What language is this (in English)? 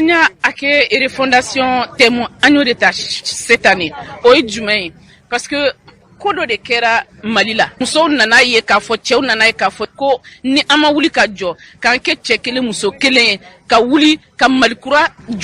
Bambara